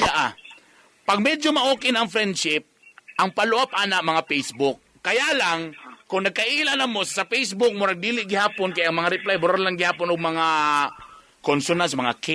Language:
Cebuano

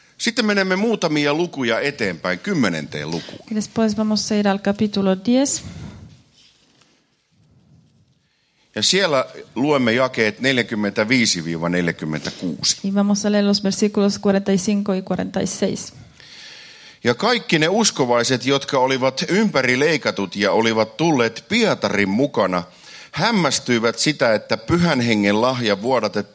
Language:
Finnish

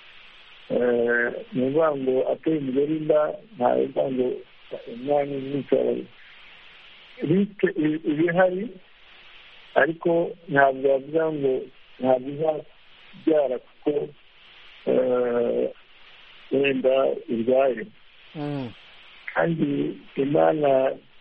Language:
Kinyarwanda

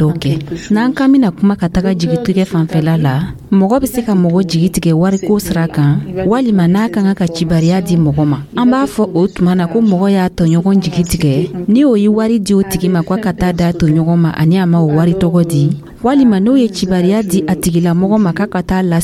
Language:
Dyula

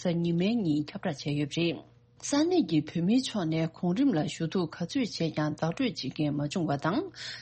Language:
Tibetan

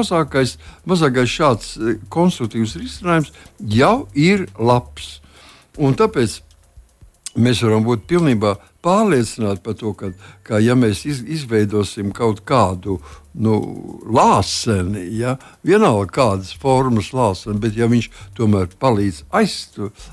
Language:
Latvian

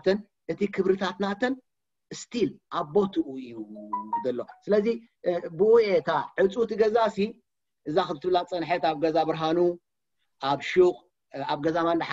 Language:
Tigrinya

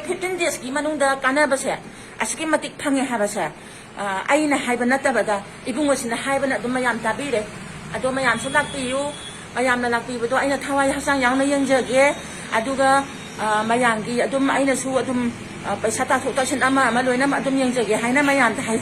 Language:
Manipuri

